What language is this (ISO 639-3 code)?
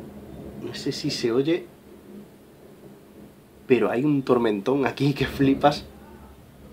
spa